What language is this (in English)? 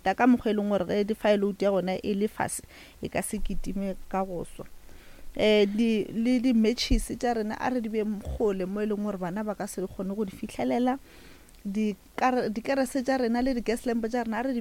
Northern Sotho